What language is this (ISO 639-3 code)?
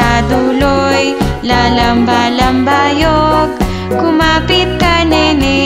fil